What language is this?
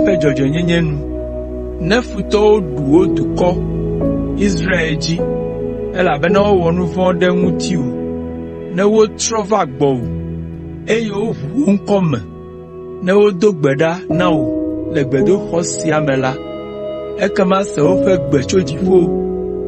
Ewe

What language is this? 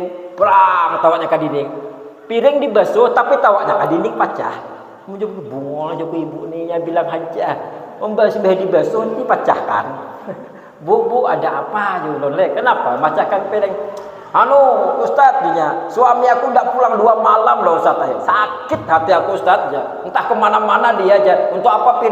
Banjar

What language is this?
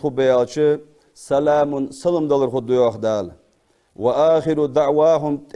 Ingush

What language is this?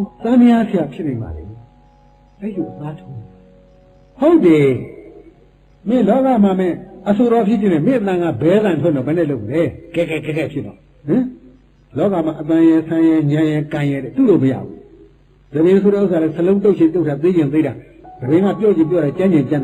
Burmese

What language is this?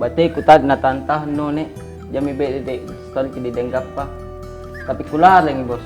Makassar Malay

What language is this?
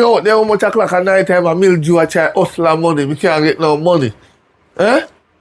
Jamaican Creole English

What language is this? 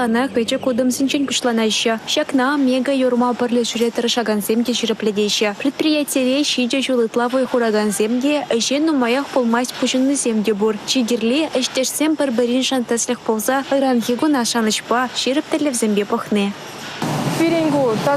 Chuvash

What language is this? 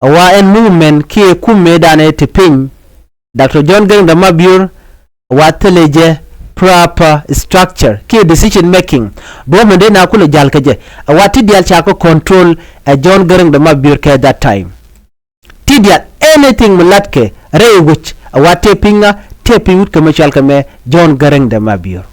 Nuer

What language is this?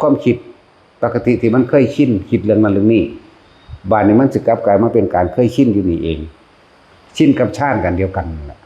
Northeastern Thai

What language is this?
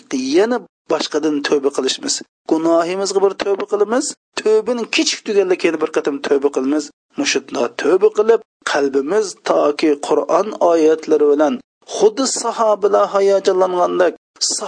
Uyghur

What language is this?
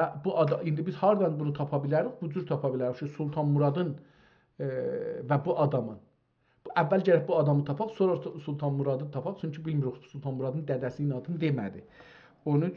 South Azerbaijani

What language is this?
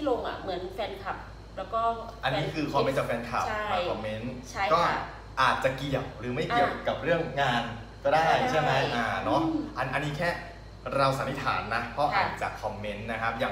Thai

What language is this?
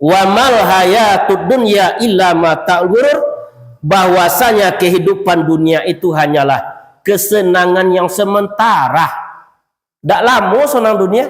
Minangkabau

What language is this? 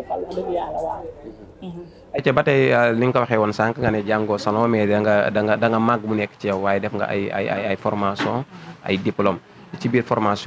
Wolof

